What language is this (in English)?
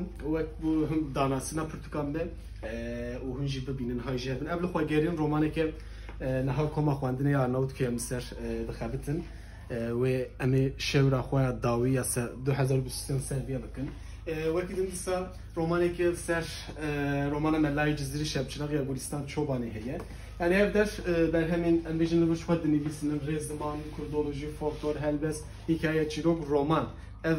Kurdish